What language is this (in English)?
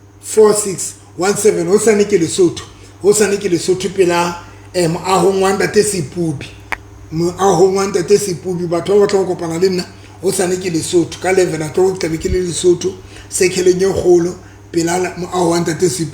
Southern Sotho